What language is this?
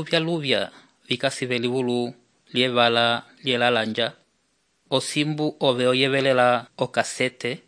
Umbundu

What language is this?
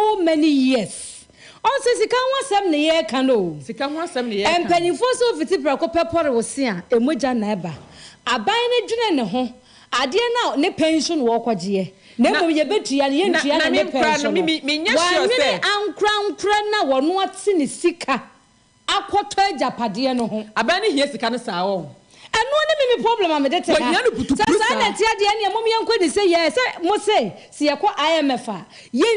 Akan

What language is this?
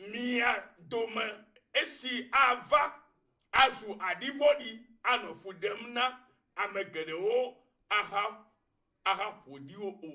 Ewe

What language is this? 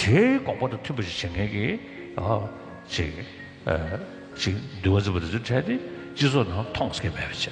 Tibetan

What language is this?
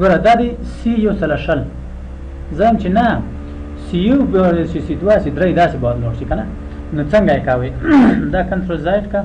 Pashto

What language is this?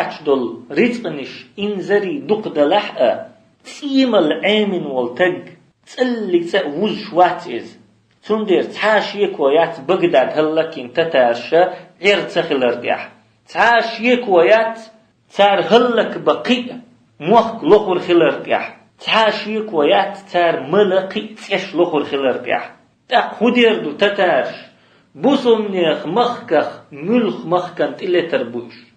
Chechen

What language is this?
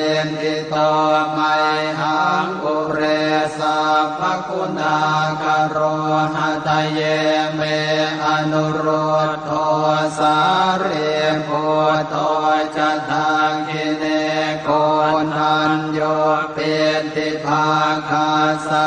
Pali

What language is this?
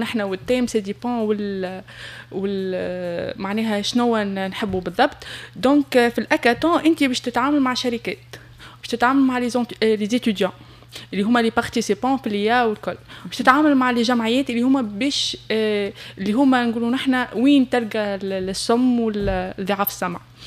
Tunisian Arabic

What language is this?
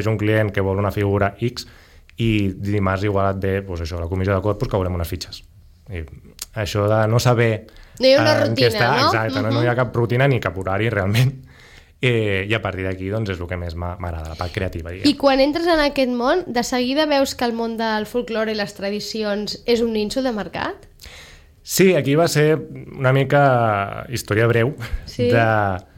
Catalan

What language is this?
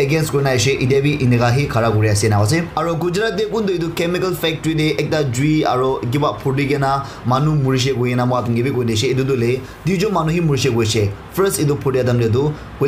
Naga Pidgin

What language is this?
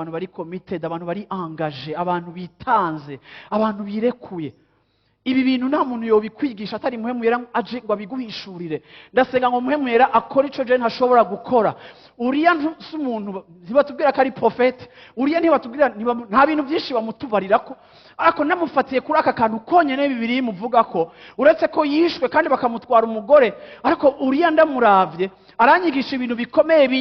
Rundi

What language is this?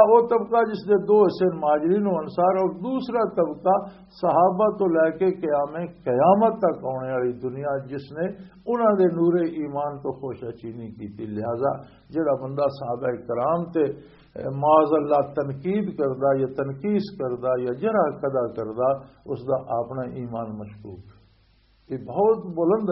Western Panjabi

